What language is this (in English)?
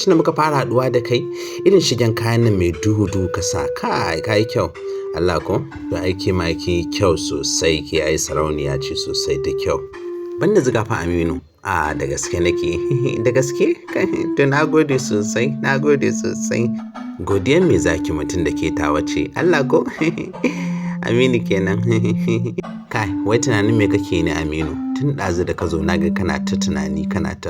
Hausa